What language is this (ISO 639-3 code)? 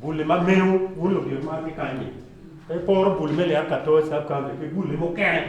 ach